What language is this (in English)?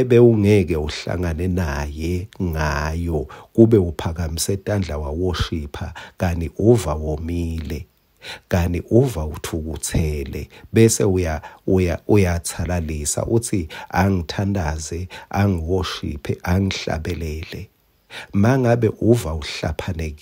Swati